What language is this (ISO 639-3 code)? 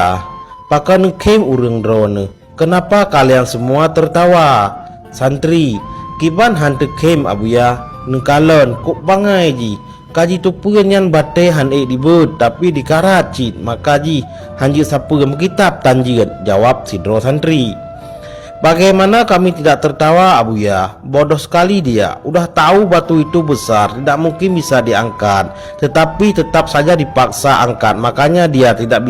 ace